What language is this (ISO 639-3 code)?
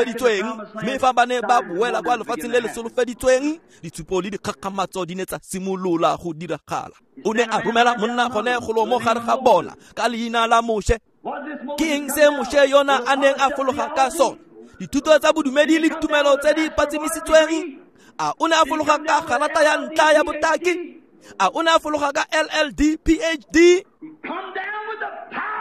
tsn